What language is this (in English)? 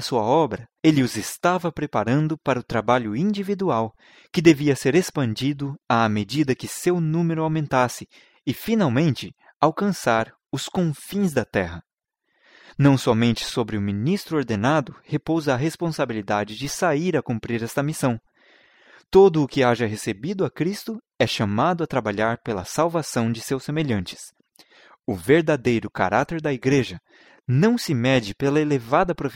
Portuguese